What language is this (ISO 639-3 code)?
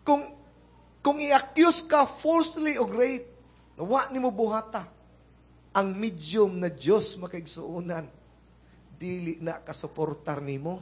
ceb